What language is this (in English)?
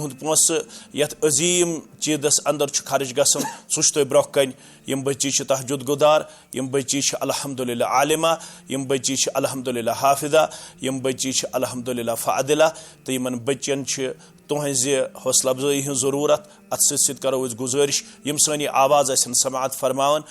Kashmiri